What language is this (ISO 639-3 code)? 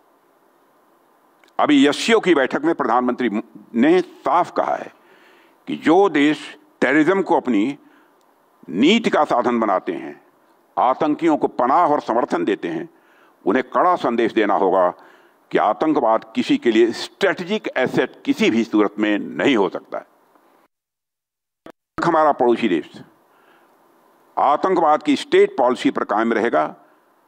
hin